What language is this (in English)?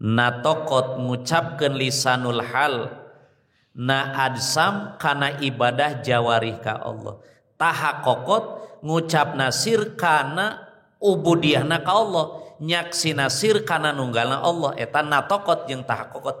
Sundanese